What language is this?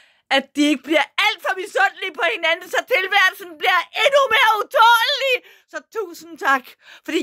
Danish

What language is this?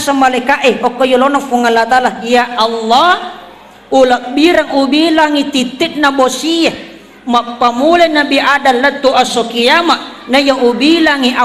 Buginese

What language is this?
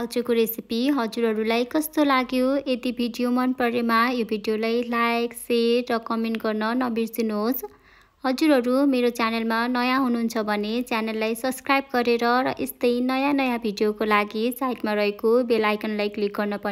Nepali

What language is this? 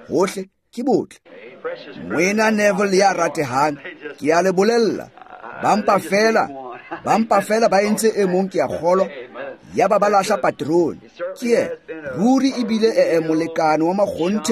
Tswana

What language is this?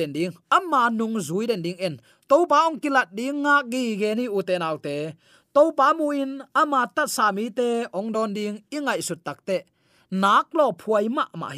Tedim Chin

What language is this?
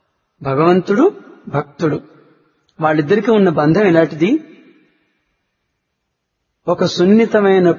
Telugu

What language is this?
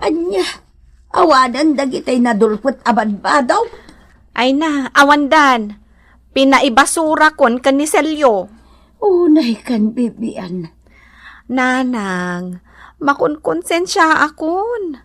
Iloko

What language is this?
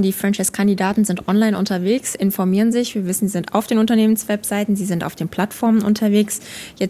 German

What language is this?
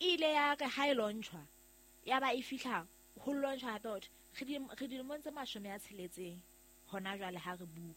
Southern Sotho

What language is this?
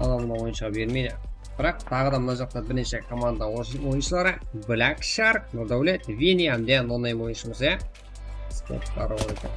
Kara-Kalpak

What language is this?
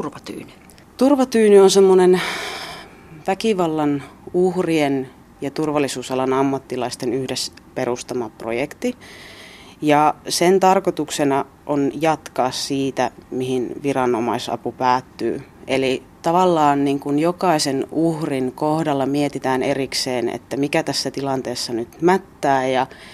Finnish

